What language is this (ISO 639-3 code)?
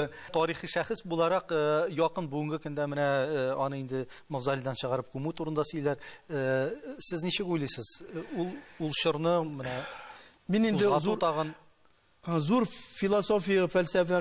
tat